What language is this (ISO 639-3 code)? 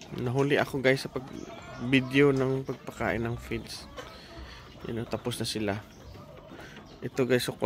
fil